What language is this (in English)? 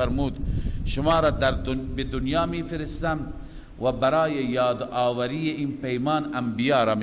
Persian